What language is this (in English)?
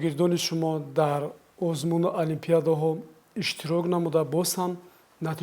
Tajik